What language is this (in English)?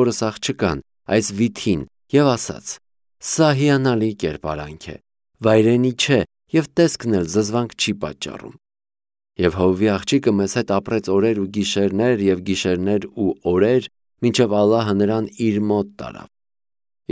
Armenian